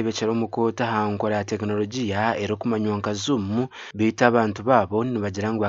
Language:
Nyankole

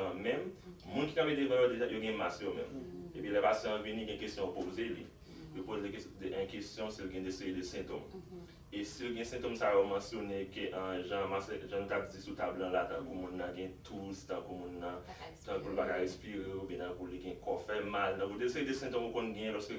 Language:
Haitian Creole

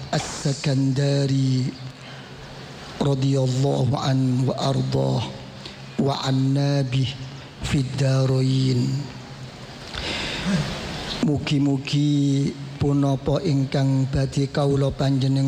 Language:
Indonesian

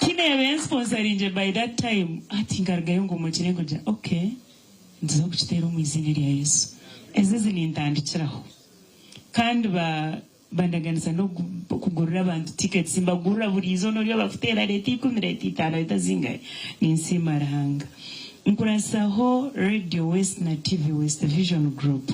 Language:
Nyankole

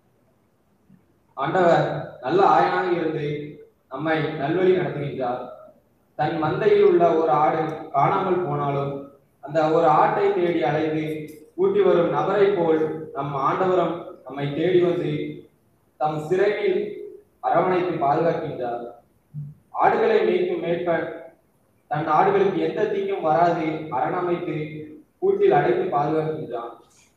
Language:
Tamil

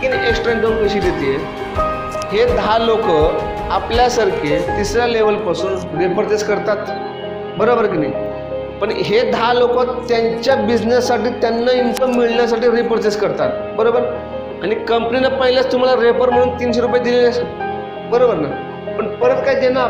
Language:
Marathi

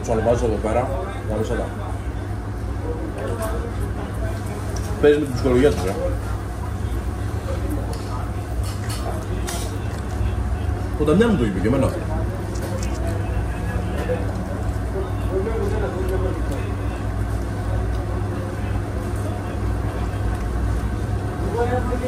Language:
Greek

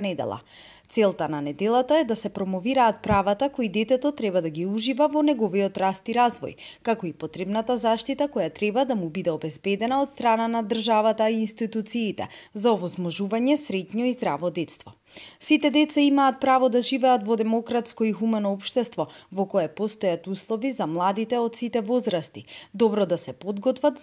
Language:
Macedonian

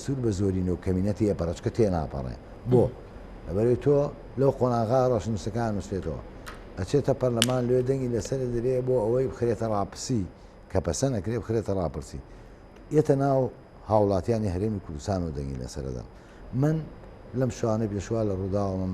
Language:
Central Kurdish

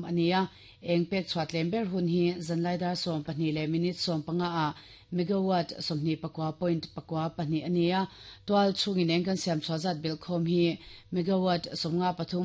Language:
Mizo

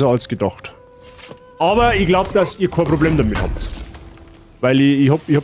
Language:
Bavarian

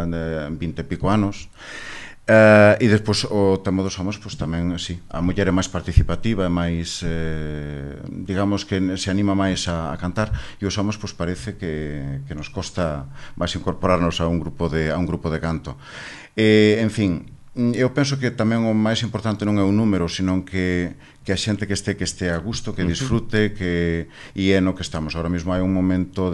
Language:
Galician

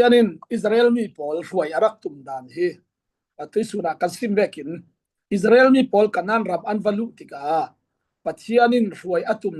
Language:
Falam Chin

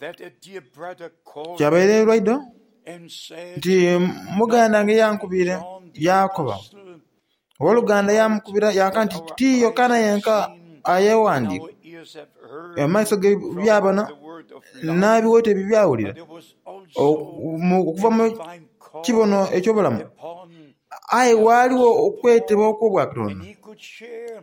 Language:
Soga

